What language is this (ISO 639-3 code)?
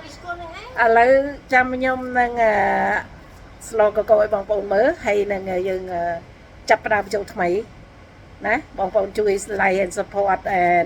khm